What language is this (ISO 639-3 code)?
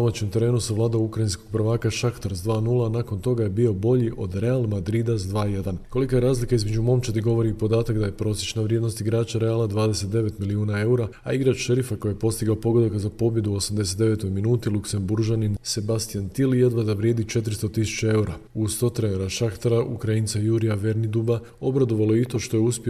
hrv